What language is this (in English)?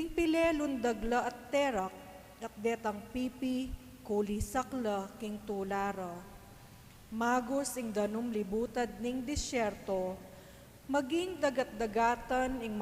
Pampanga